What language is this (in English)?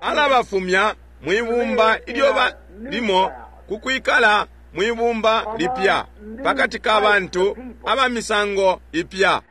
Bemba